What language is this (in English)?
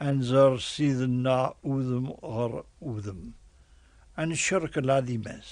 Kabyle